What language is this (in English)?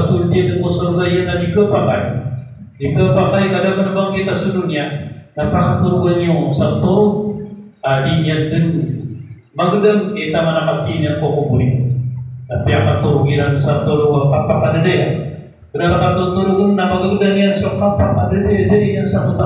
Maranao